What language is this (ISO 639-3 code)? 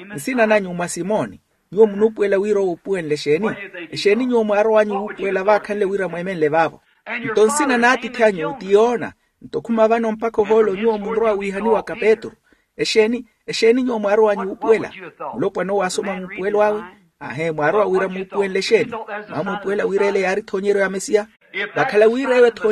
vmw